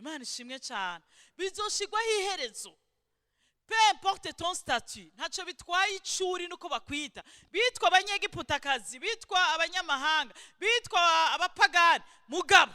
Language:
Rundi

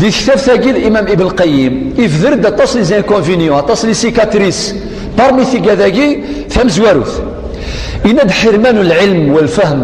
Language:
Kabyle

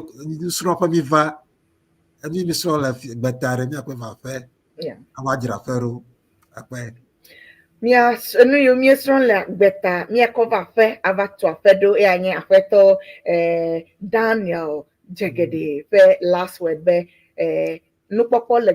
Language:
Ewe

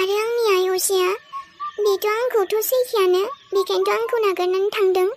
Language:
Bodo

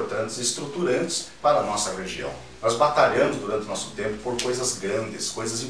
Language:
Portuguese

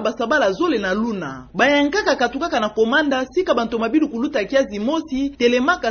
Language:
Kituba (Democratic Republic of Congo)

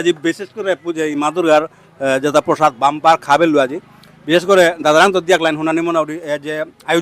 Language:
Bishnupriya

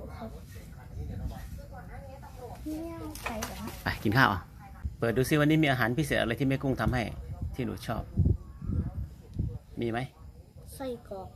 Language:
Thai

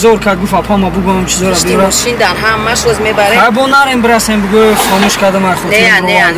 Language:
Tajik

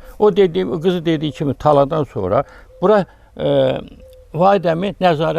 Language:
Azerbaijani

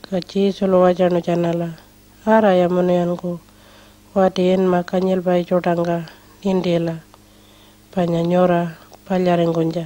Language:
Pitjantjatjara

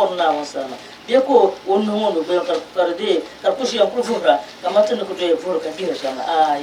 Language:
Dagbani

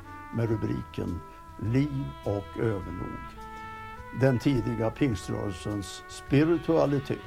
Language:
Swedish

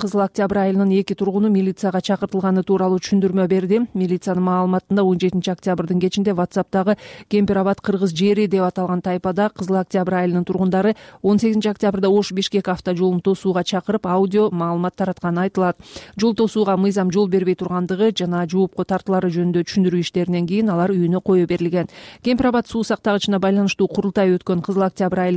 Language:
Kyrgyz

